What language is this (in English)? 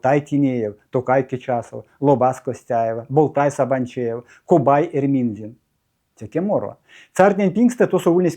Erzya